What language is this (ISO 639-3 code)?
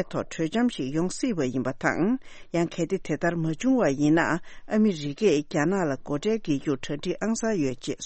bod